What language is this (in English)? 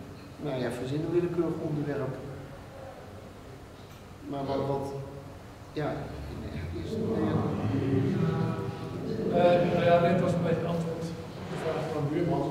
Dutch